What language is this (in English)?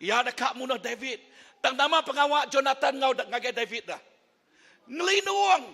Iban